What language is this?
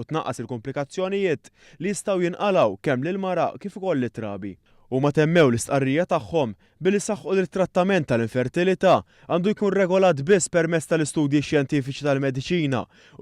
Maltese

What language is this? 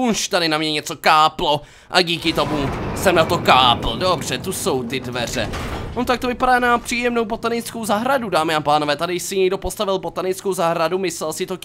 Czech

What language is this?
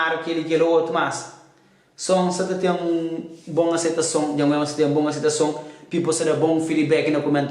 Kabuverdianu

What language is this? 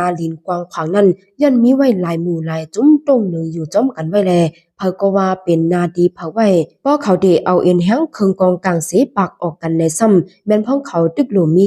Shan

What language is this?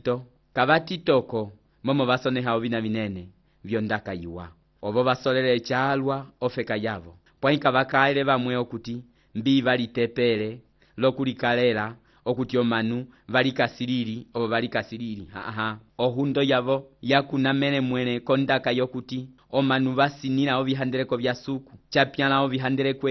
Umbundu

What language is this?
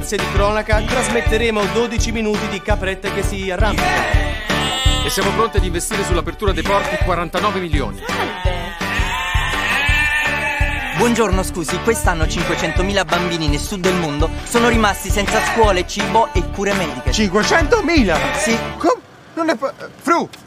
Italian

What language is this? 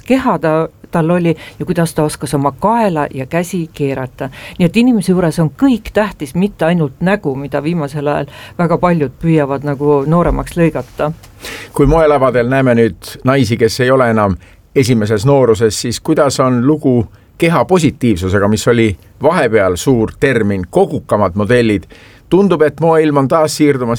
Estonian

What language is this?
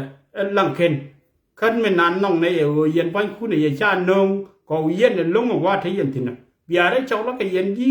Nuer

